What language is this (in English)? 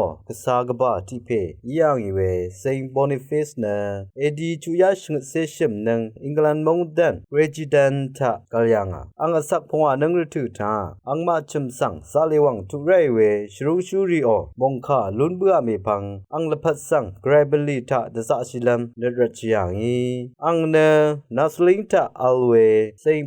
Rawang